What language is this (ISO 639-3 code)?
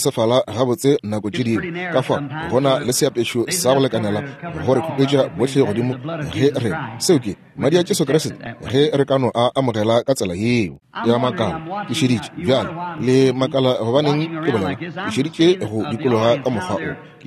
nso